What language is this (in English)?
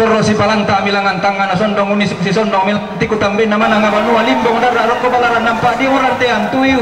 Toraja-Sa'dan